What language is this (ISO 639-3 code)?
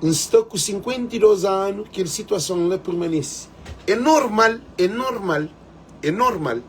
kea